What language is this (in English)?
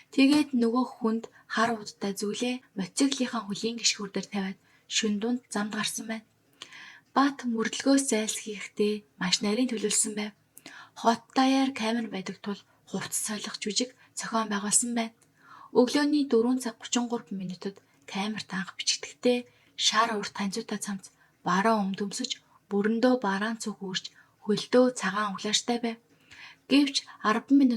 Mongolian